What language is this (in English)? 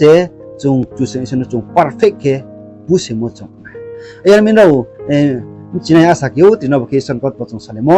Riang (India)